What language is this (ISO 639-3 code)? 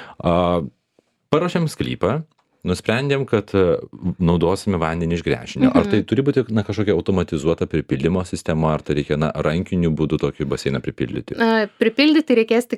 lit